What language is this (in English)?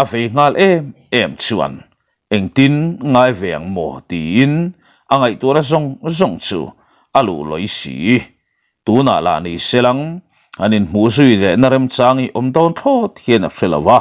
Mizo